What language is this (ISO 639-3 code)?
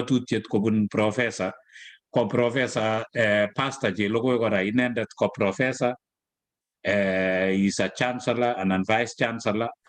kln